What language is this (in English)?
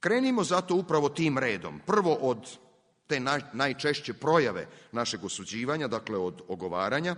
Serbian